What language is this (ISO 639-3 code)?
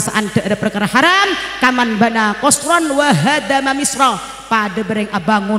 mad